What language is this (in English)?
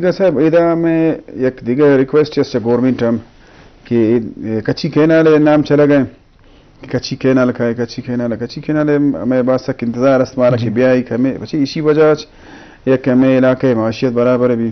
Eastern Balochi